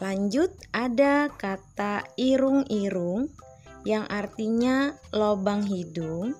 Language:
Banjar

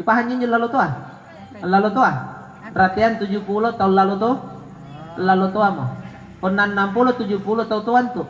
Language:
Makasar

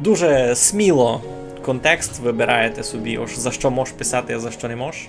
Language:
Rusyn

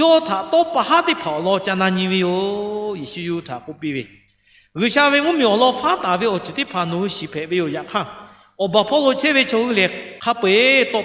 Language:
Lahu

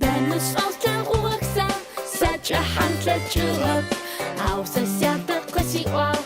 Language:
Adyghe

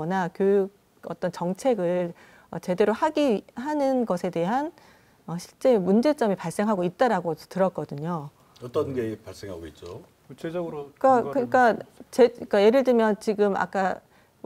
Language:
Korean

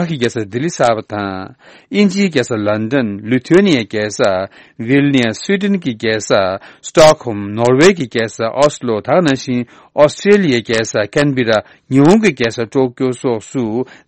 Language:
Tibetan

